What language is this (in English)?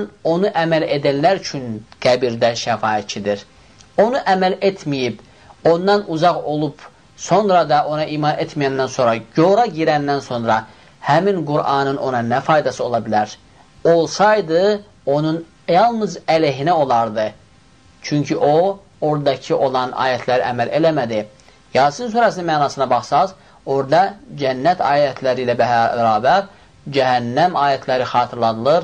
Azerbaijani